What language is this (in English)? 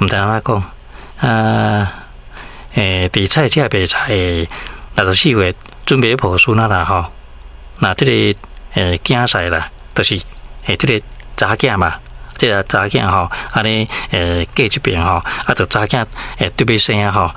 Min Nan Chinese